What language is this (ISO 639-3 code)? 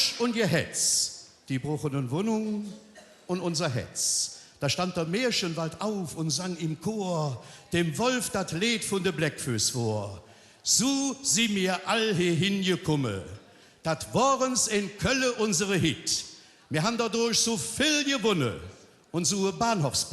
ksh